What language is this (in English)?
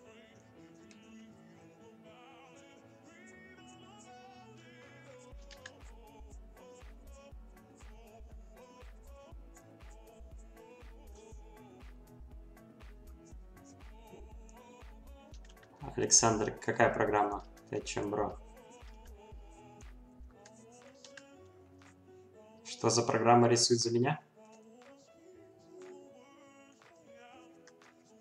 Russian